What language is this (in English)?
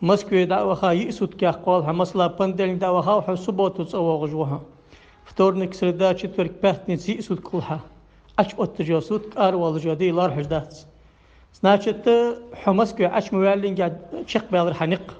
Ingush